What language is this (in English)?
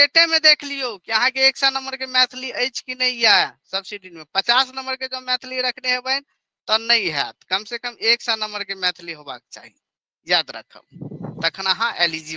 Maithili